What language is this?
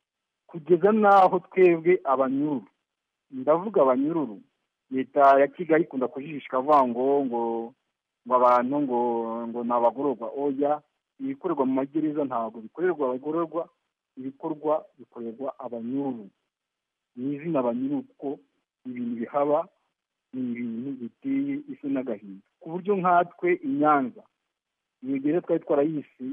Kinyarwanda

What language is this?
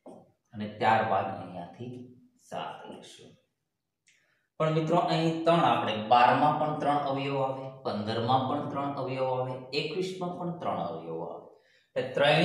Gujarati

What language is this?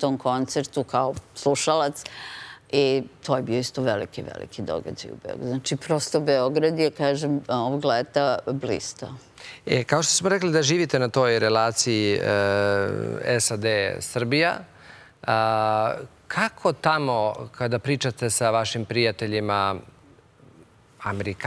Serbian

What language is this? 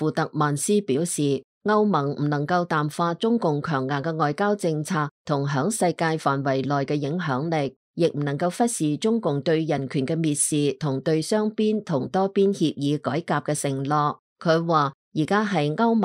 Cantonese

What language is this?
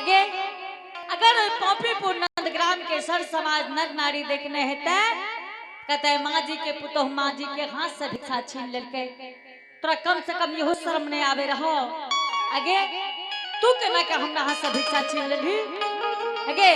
Angika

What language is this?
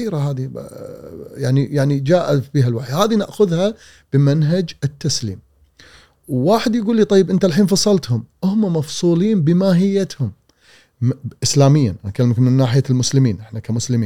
Gulf Arabic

